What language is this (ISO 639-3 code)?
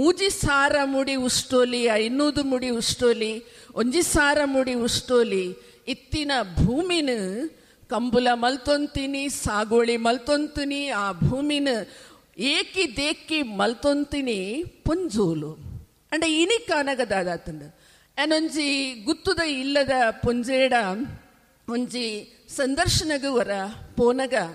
tcy